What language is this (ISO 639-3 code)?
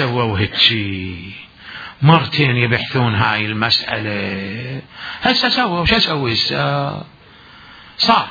acm